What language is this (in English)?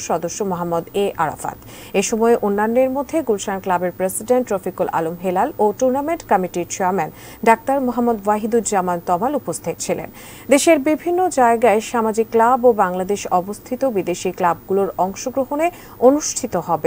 Bangla